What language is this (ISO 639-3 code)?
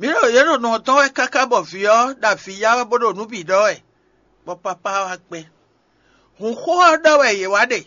fon